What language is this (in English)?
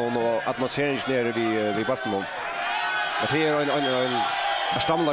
Faroese